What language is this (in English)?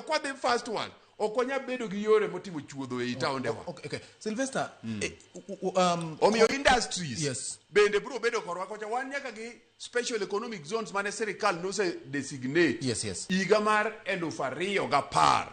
Luo (Kenya and Tanzania)